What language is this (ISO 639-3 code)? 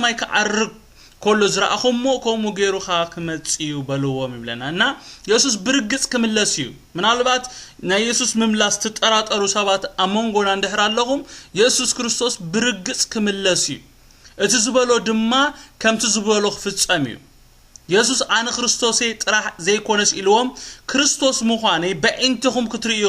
tir